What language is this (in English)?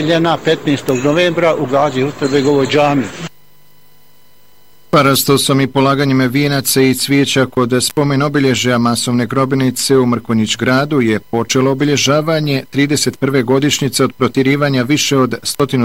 Bosnian